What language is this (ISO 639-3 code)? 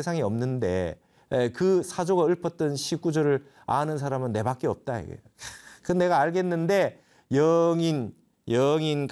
kor